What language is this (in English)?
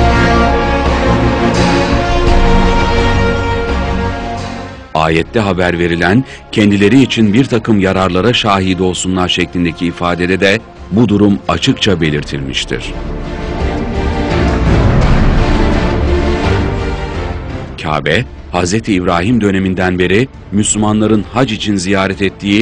Turkish